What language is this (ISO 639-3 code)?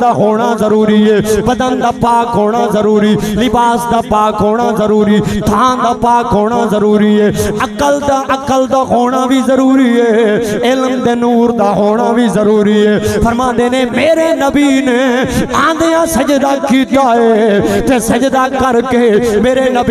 skr